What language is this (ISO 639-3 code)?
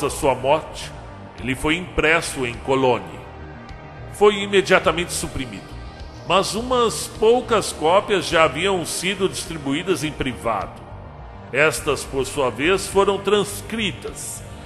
por